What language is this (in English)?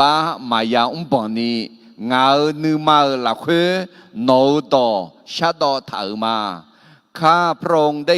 Akha